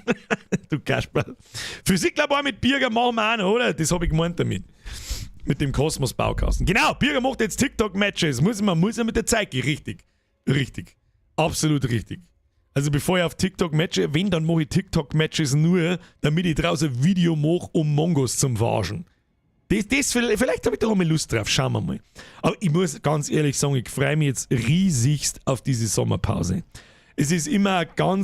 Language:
Bavarian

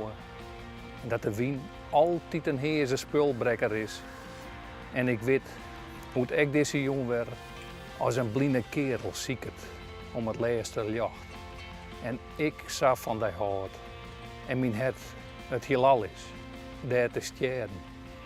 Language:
Western Frisian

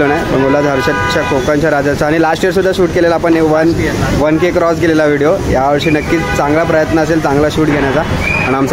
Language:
Marathi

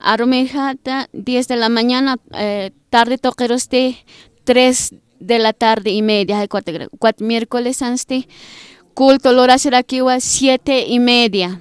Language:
Aymara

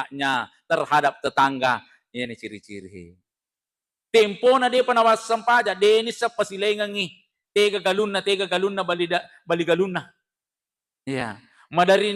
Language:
Buginese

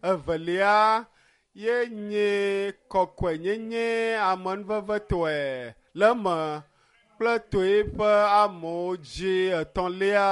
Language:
Ewe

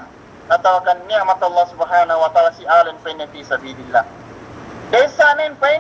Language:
Yakan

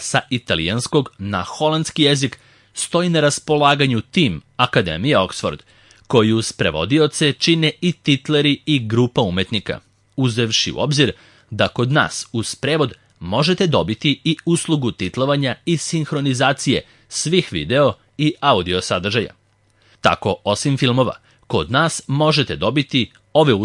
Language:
Serbian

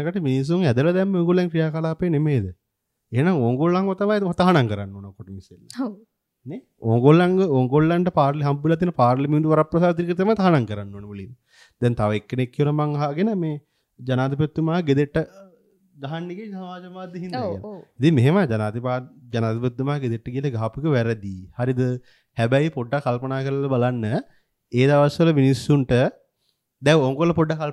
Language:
Sinhala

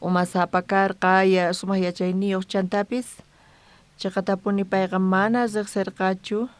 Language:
South Bolivian Quechua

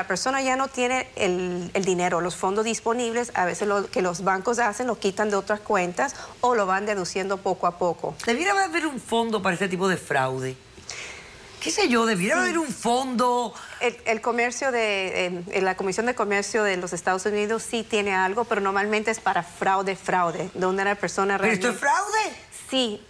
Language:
Spanish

